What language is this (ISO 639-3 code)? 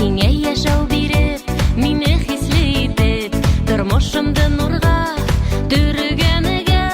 bak